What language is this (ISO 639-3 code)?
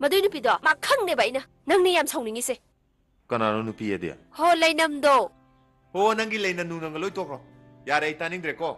mni